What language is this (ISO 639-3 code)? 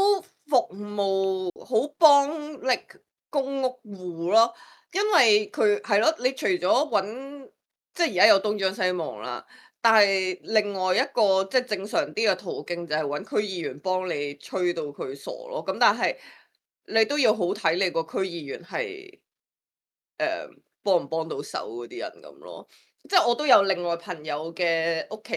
yue